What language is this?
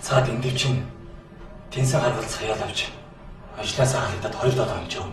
Mongolian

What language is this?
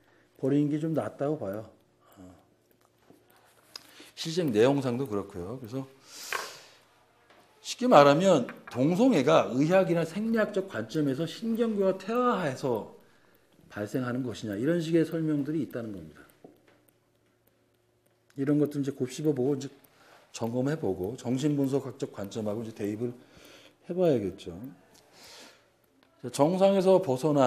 Korean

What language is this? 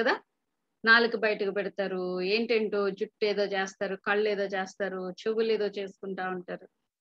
Telugu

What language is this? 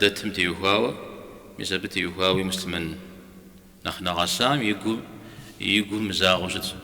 Kabardian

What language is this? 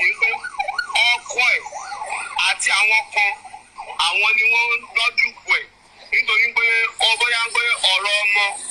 Yoruba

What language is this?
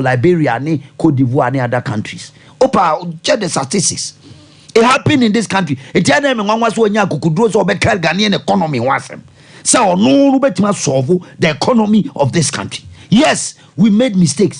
Akan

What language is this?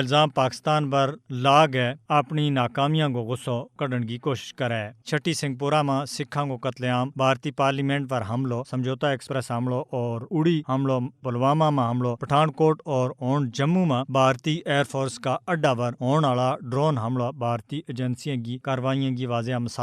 Gujari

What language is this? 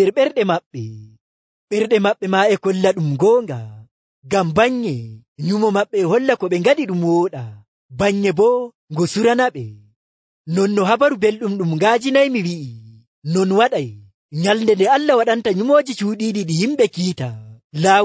Nigerian Fulfulde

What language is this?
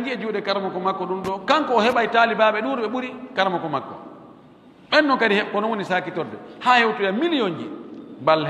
Pular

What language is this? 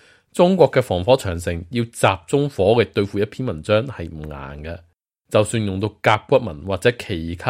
Cantonese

